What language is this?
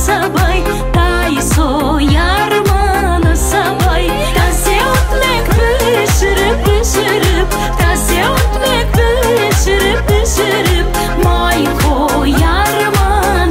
Crimean Tatar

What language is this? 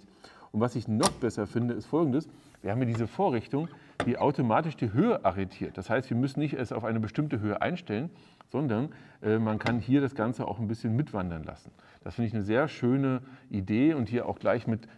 German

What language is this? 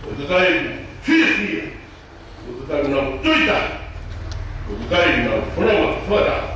Tongan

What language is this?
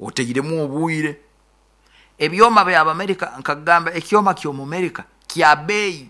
Nyoro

